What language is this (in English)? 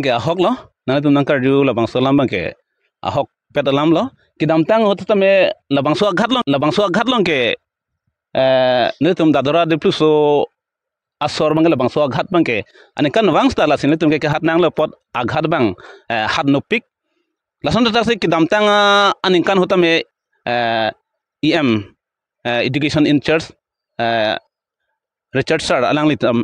Karbi